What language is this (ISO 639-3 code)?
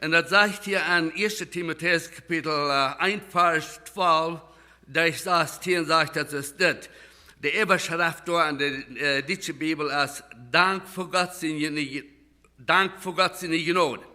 pdt